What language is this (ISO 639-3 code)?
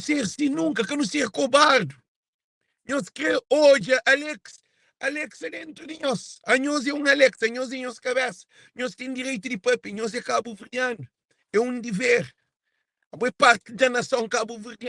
kea